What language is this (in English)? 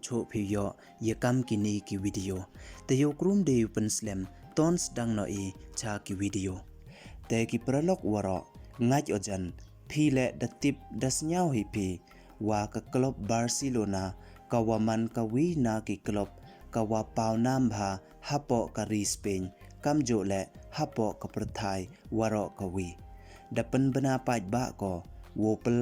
Pnar